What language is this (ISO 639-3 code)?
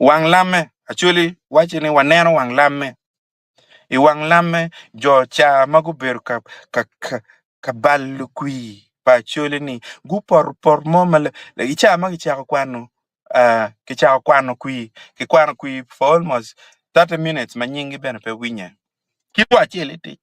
ach